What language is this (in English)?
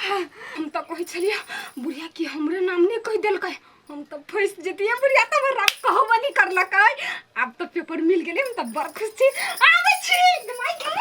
Maithili